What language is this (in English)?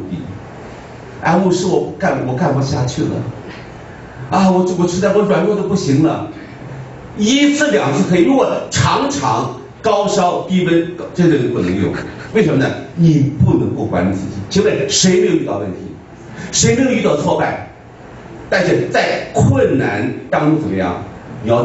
Chinese